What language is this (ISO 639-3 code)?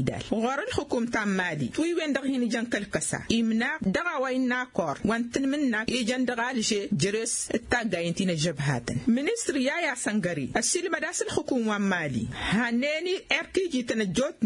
taq